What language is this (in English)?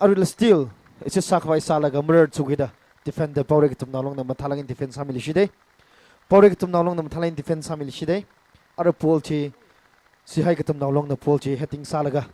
Tangkhul Naga (India)